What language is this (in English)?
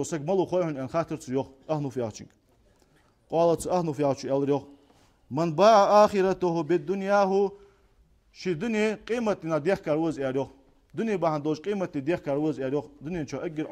Ingush